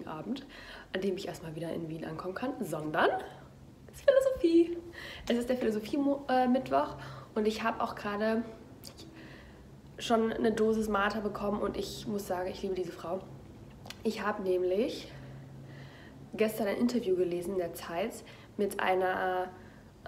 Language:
German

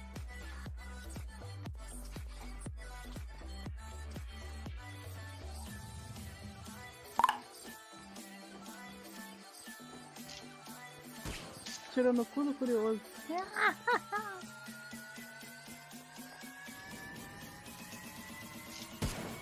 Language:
Portuguese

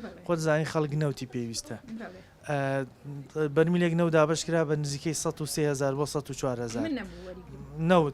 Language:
Central Kurdish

